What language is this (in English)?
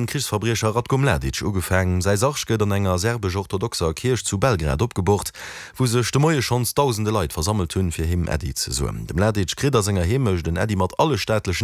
Luxembourgish